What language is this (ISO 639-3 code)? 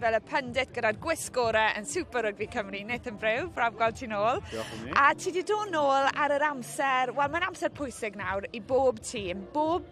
cym